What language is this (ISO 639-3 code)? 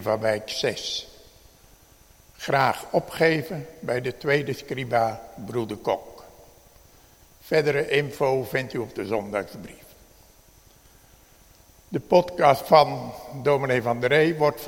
nld